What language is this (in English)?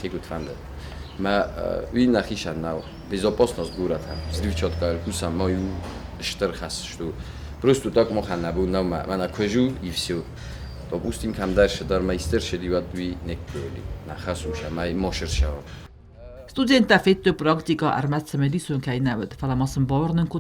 Ossetic